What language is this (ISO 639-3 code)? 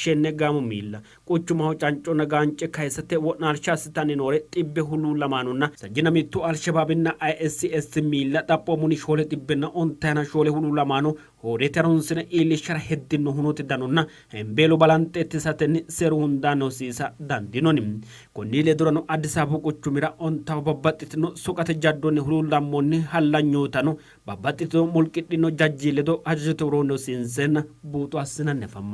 sid